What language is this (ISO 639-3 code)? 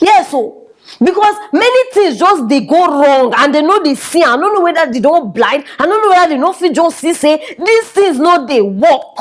pcm